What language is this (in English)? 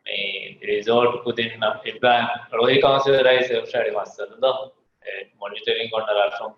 Divehi